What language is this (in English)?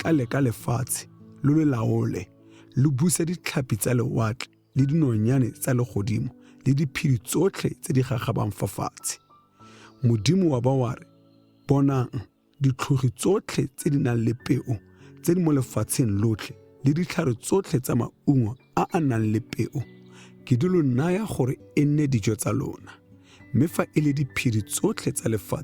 Tswana